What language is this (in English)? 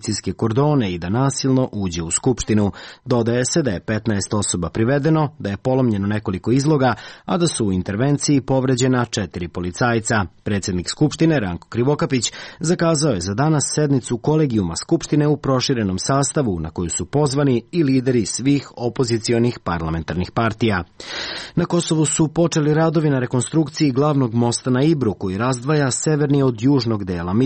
Serbian